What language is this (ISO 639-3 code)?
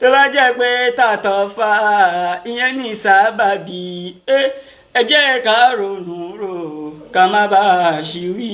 yor